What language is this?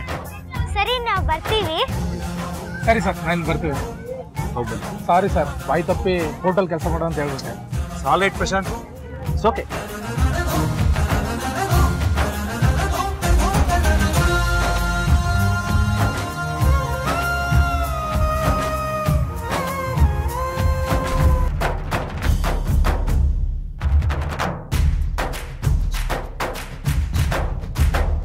Kannada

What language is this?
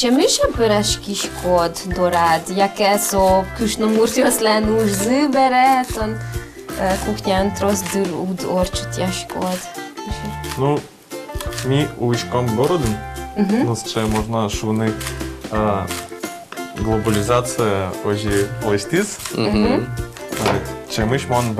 Udmurt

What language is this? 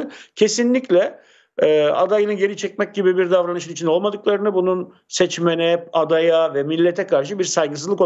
Turkish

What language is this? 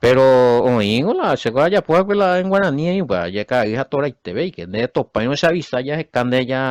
Guarani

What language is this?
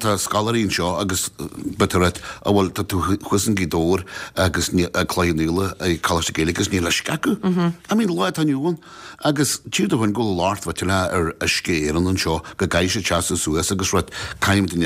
Irish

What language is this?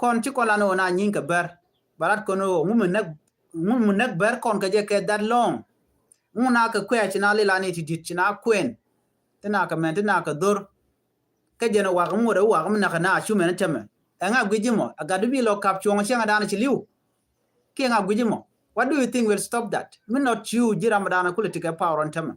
Nuer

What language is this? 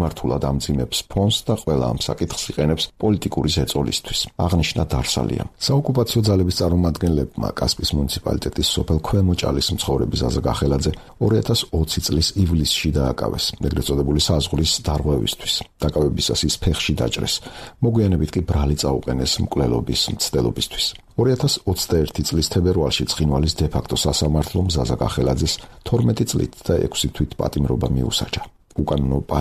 Georgian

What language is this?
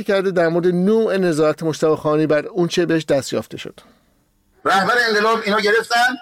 Persian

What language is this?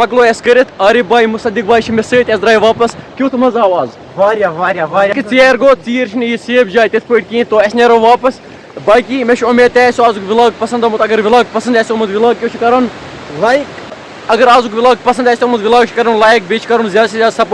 Kashmiri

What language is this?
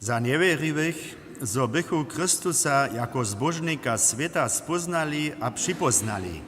Upper Sorbian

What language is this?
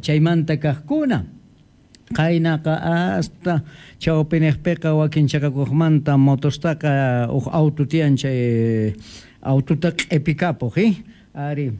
Quechua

